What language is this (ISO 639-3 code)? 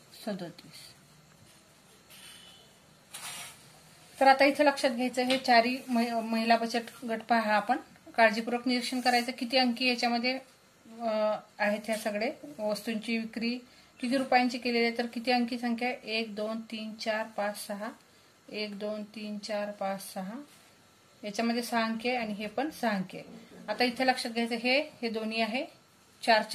mar